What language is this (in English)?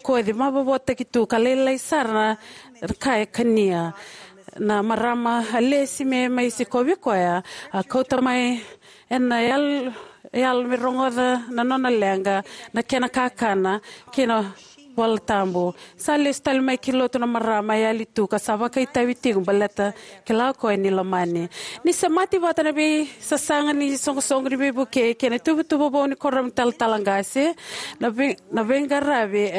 Fijian